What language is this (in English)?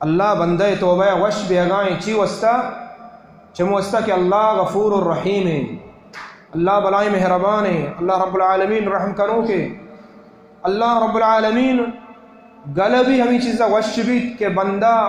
Baluchi